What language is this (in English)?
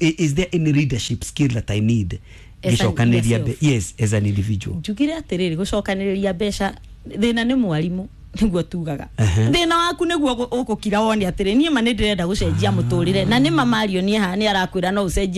Kikuyu